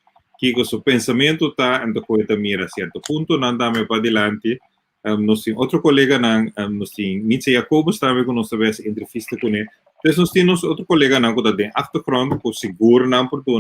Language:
Papiamento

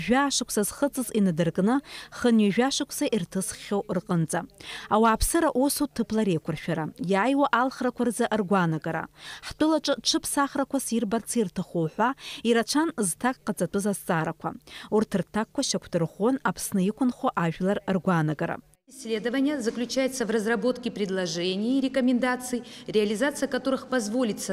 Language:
Abkhazian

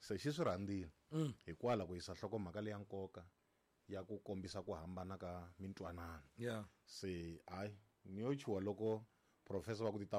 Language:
Tsonga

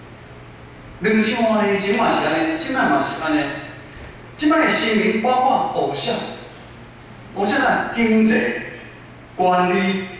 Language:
Min Nan Chinese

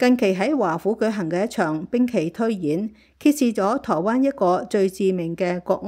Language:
Cantonese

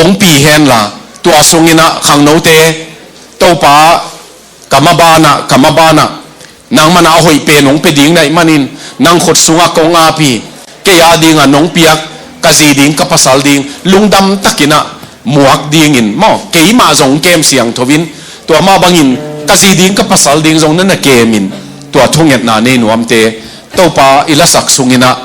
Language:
Tedim Chin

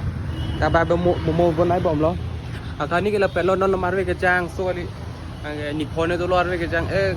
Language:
Karbi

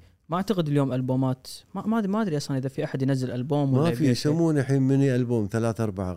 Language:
Gulf Arabic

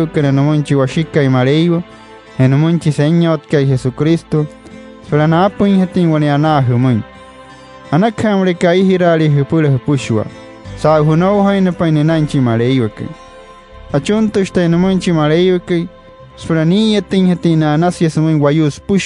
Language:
Wayuu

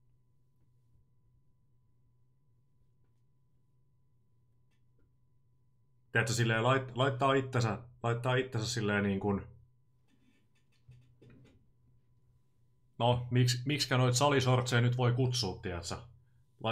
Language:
Finnish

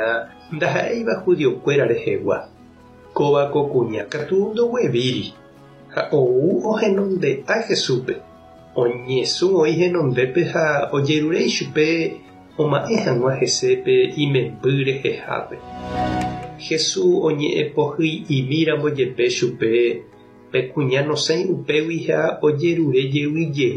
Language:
Guarani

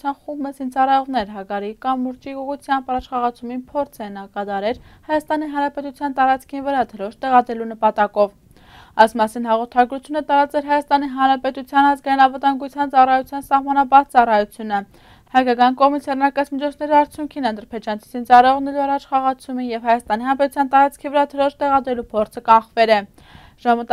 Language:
Armenian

